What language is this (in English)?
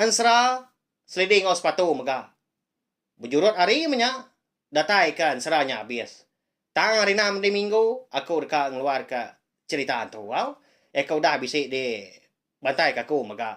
Iban